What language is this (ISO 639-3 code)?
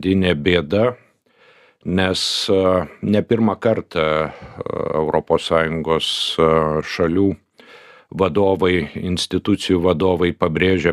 lit